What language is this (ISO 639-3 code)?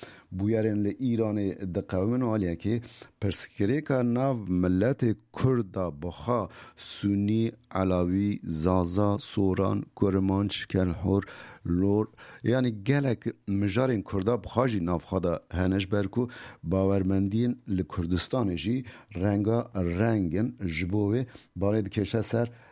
kur